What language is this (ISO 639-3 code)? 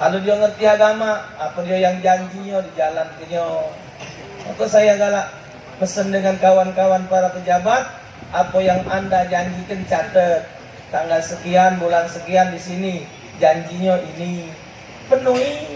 mui